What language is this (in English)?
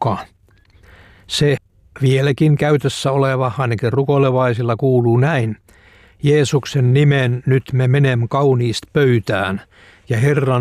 Finnish